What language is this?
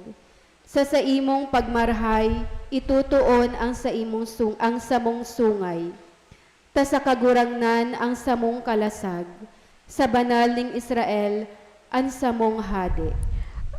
Bikol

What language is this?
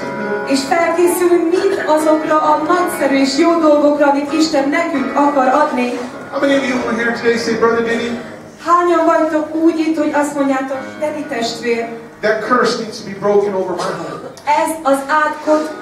Hungarian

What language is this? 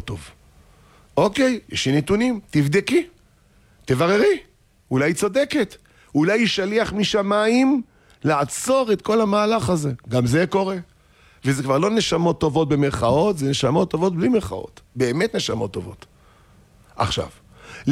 Hebrew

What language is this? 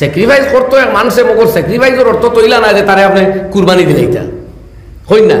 Sylheti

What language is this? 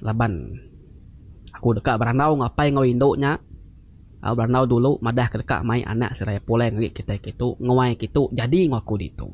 Iban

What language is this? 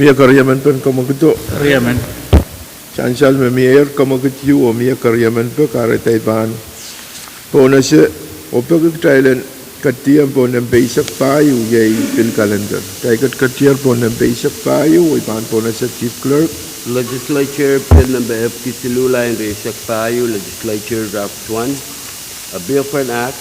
Pohnpeian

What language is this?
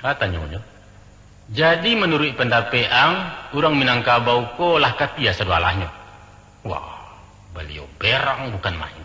Minangkabau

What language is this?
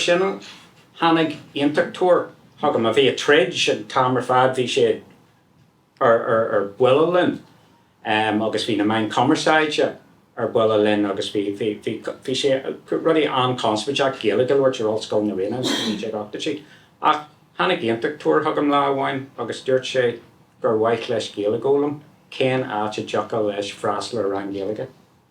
Irish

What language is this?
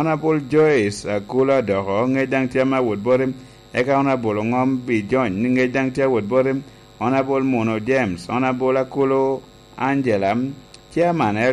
Lango (Uganda)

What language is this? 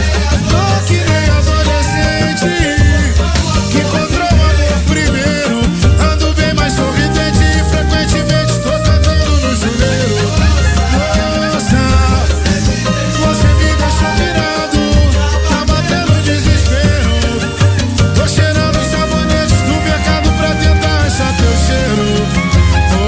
Portuguese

